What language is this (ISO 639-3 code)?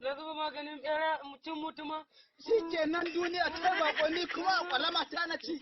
hau